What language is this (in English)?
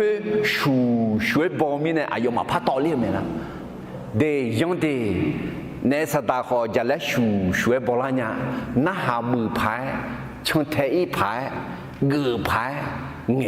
Akha